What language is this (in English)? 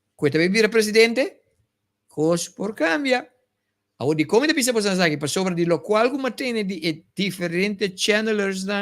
Papiamento